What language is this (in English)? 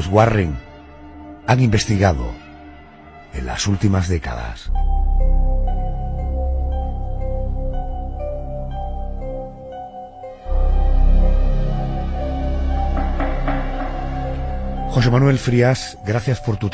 Spanish